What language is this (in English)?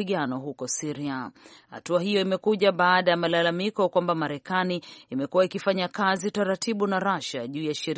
Swahili